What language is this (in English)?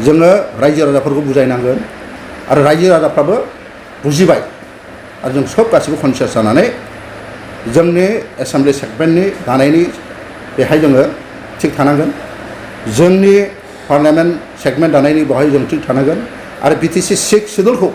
Bodo